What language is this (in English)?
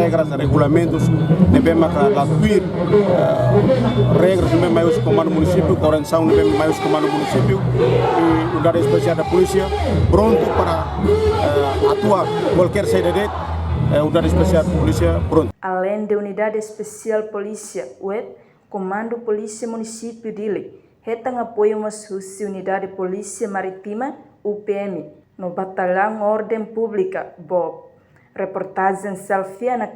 Tetum